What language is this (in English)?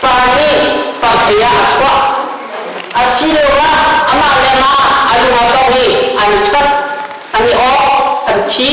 Hakha Chin